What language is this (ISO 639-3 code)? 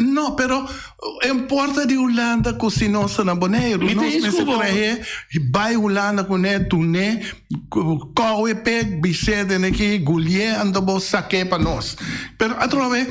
pap